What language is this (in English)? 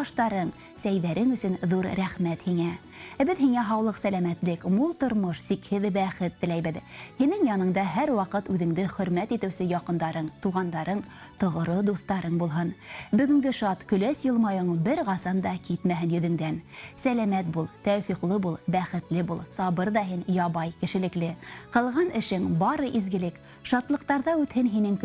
Bashkir